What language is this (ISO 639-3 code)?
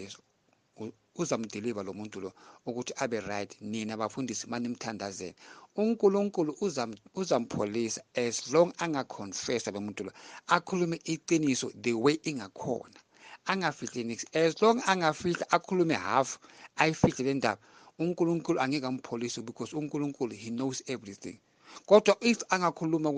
zul